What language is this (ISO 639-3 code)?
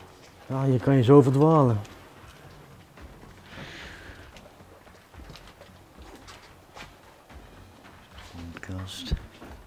nld